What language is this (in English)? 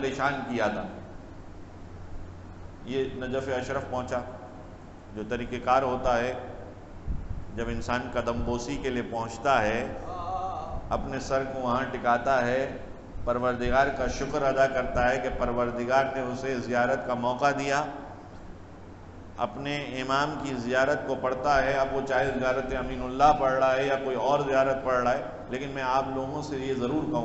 Urdu